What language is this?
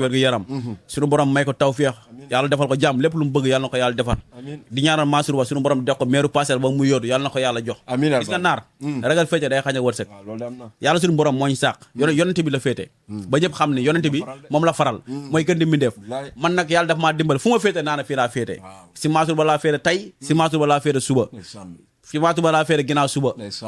Wolof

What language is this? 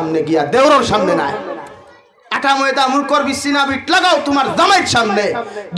Sylheti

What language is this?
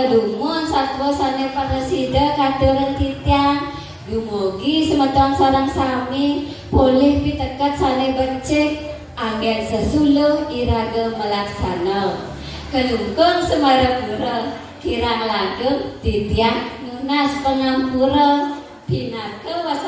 Balinese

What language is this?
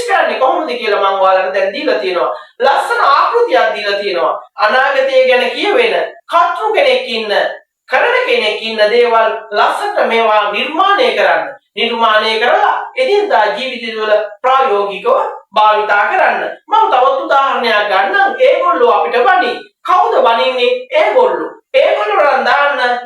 Sinhala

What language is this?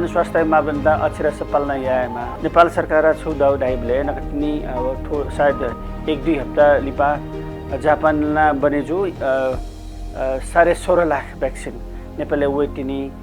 Newari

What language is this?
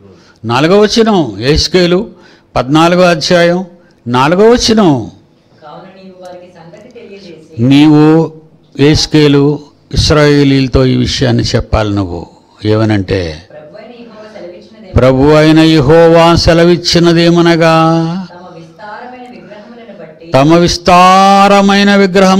Telugu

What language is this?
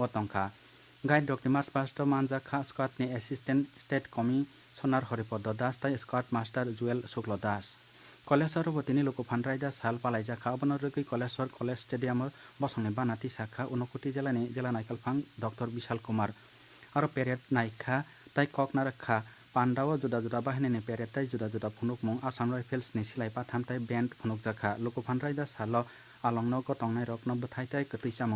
Kok Borok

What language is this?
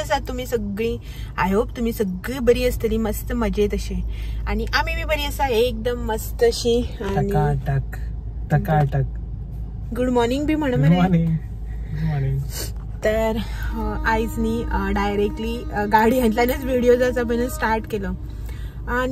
Konkani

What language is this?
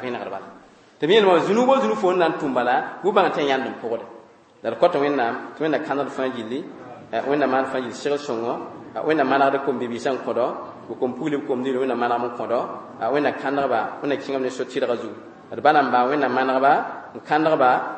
Mossi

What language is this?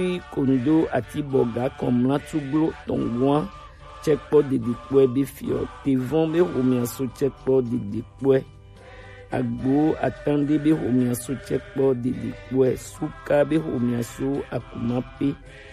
Gen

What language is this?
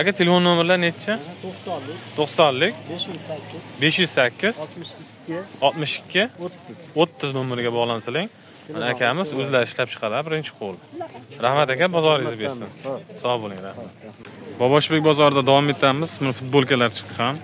Uzbek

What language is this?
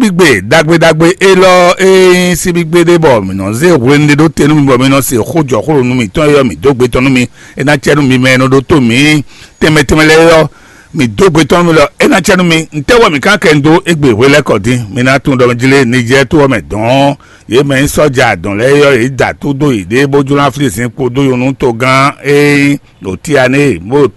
Fon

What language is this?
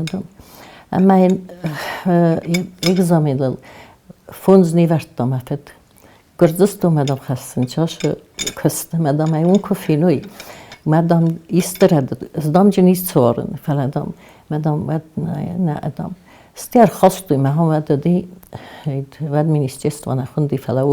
Ossetic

